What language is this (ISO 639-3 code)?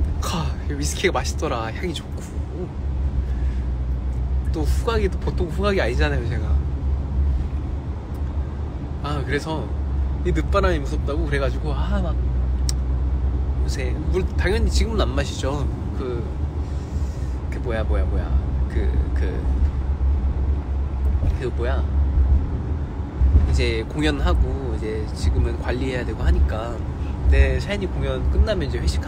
kor